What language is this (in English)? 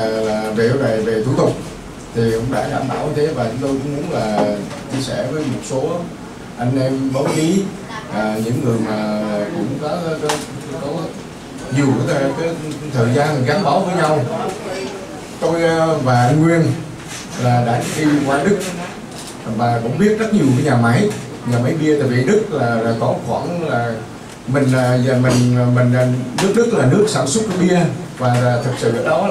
Vietnamese